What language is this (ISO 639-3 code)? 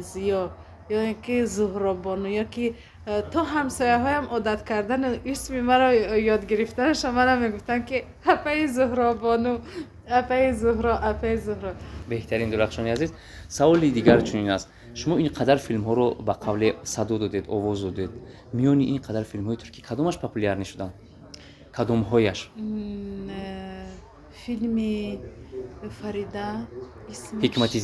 tgk